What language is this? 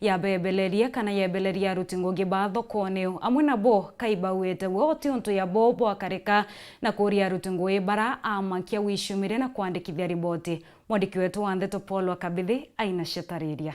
Meru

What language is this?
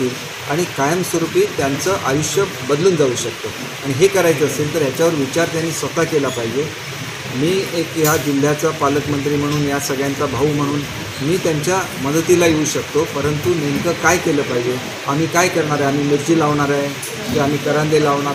Marathi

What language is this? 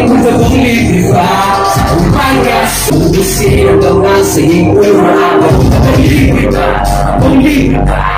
Filipino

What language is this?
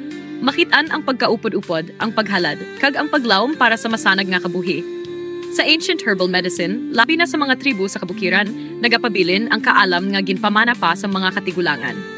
Hiligaynon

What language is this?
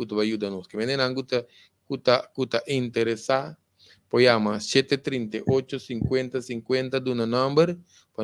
Papiamento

